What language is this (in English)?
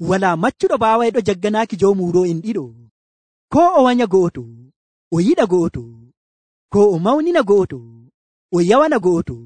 Nigerian Fulfulde